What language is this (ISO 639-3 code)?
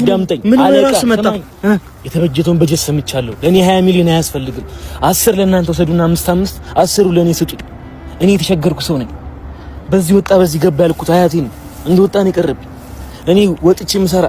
amh